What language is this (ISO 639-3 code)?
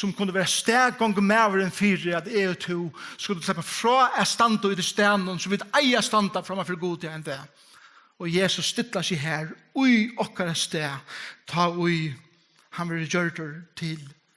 fao